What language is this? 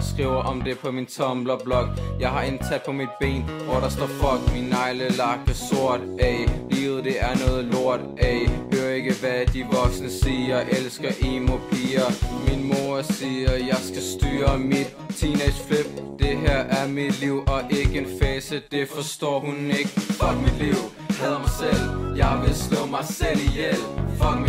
Danish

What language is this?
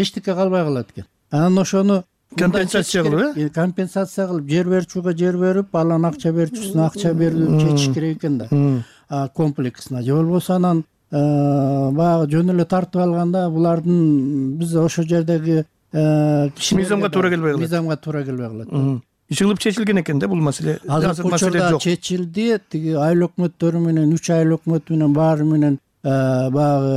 Kyrgyz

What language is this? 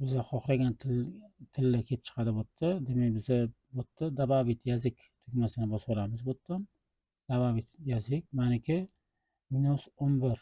Uzbek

